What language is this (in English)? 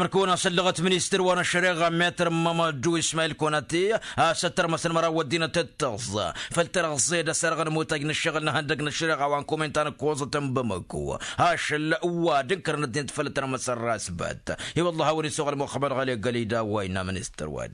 Tamasheq